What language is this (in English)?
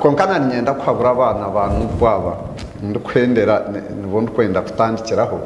Nyankole